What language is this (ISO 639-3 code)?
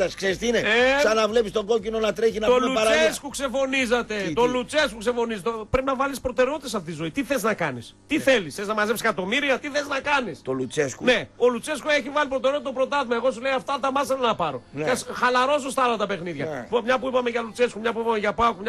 ell